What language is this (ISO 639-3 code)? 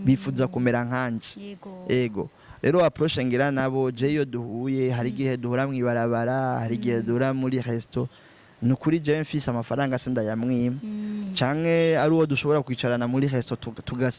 run